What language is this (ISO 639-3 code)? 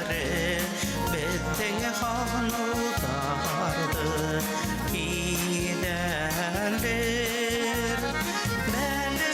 bak